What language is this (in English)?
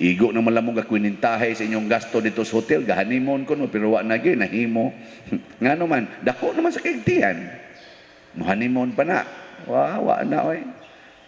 Cebuano